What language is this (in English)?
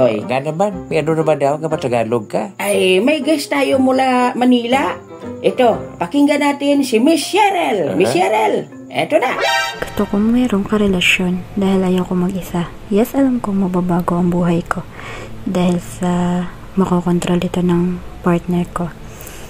Hiligaynon